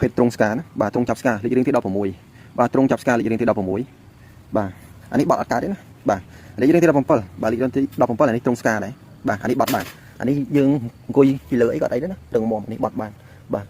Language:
Khmer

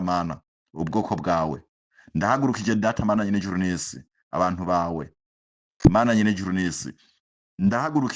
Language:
Rundi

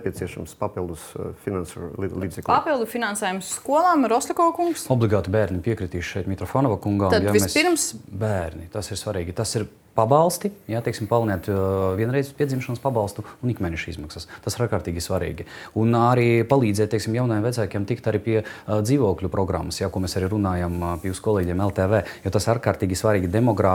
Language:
Latvian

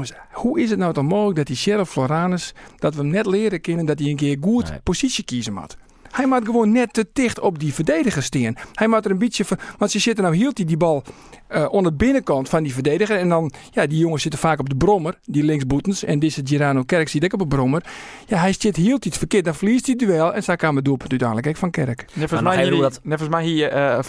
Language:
Western Frisian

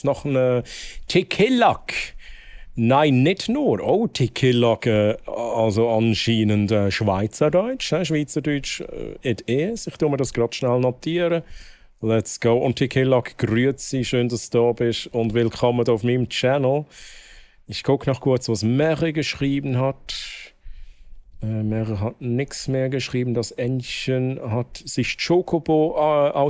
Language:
Swiss German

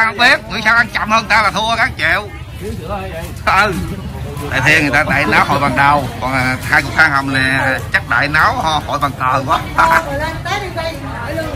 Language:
Vietnamese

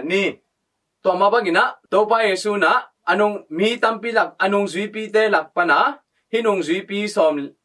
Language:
Tedim Chin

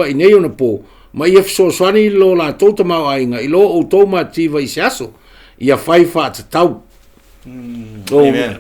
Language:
Samoan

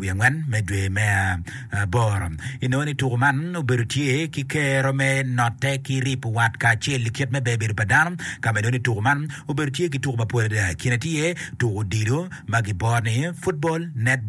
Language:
Acoli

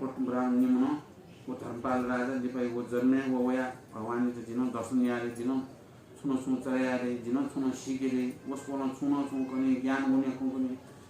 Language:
Newari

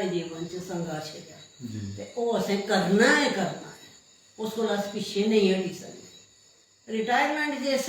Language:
Dogri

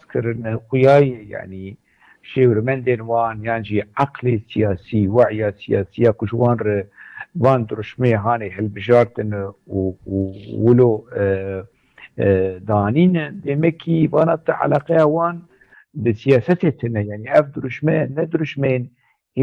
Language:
Kurdish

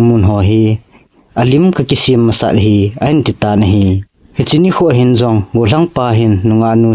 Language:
Thado Chin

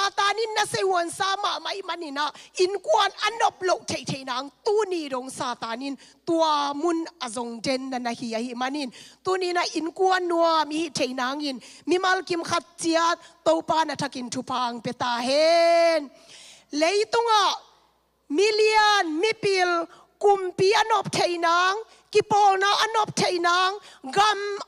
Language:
Tedim Chin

